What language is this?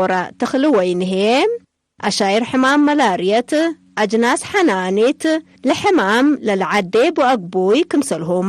Tigre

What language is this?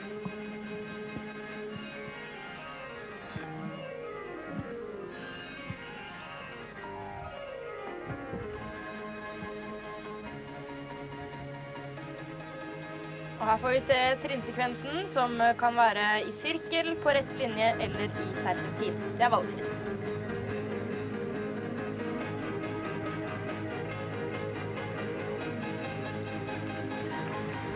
Norwegian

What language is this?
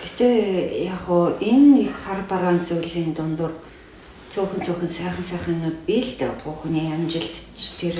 Mongolian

